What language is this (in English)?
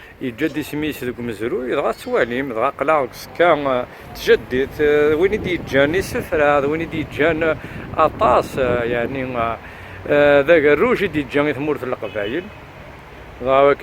Kabyle